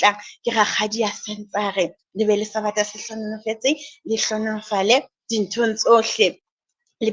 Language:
Southern Sotho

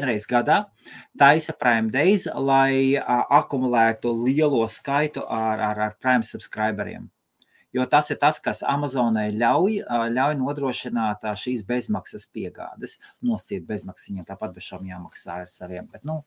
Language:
Latvian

